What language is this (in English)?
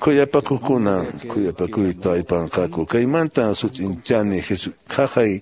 Quechua